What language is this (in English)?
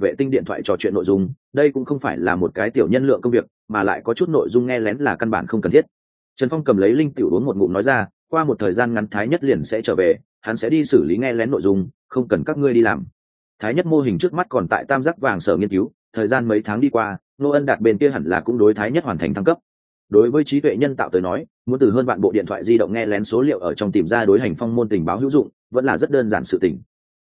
Vietnamese